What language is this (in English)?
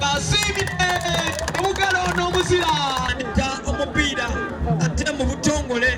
Soga